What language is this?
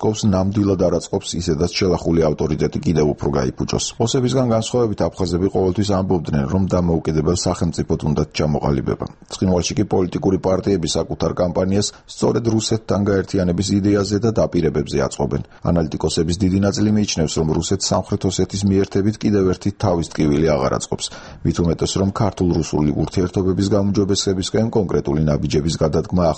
Georgian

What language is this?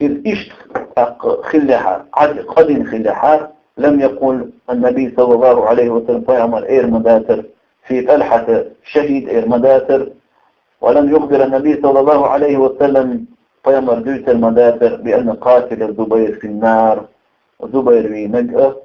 Chechen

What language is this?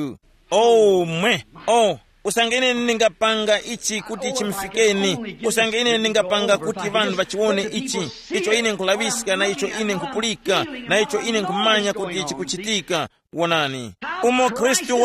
Tumbuka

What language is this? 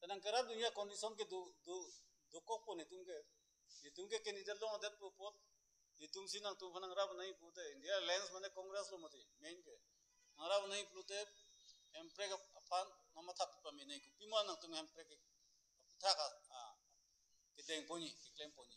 Karbi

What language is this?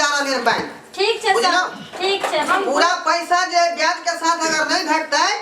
Maithili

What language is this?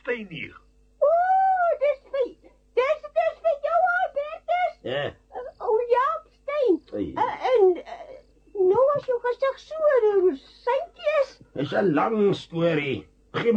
Afrikaans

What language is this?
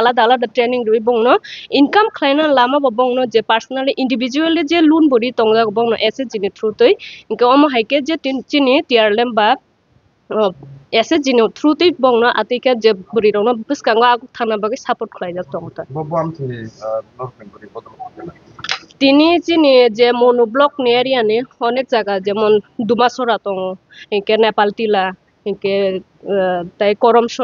Kok Borok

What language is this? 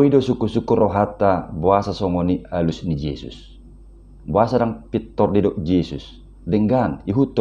Batak Toba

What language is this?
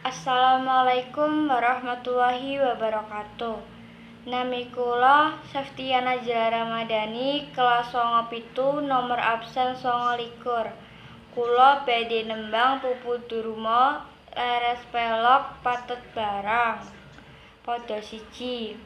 Javanese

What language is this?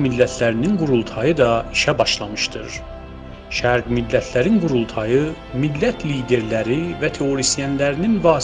South Azerbaijani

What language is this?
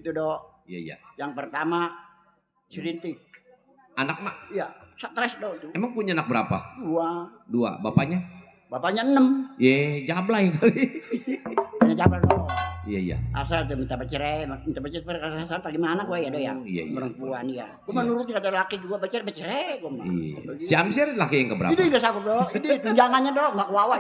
Betawi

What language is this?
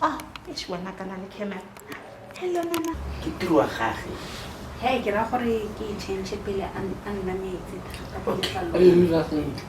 Tswana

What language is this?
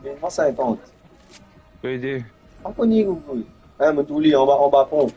Morisyen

